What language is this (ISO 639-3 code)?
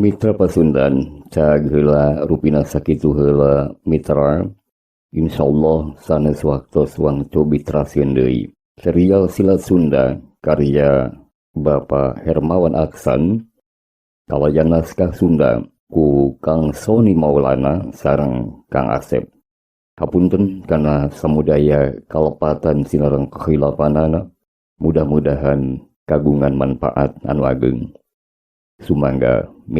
sun